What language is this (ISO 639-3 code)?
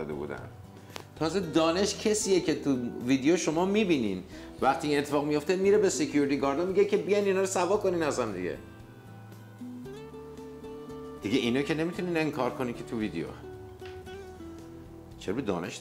fas